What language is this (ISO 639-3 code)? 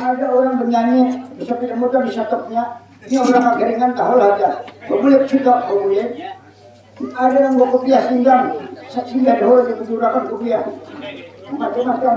bjn